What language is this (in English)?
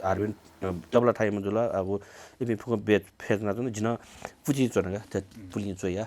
Newari